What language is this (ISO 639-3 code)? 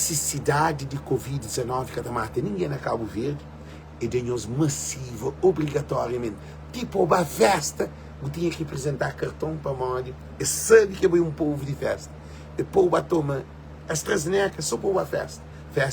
kea